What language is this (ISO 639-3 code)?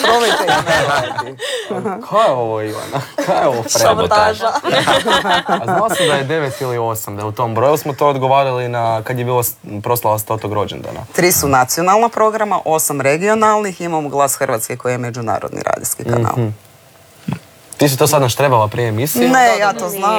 hrv